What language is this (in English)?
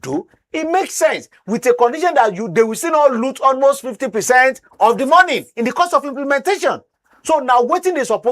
Nigerian Pidgin